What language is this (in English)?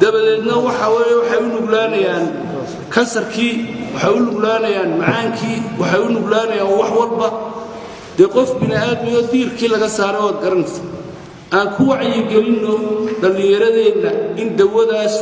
Somali